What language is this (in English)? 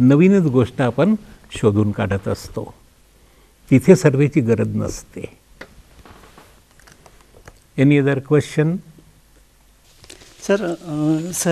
Marathi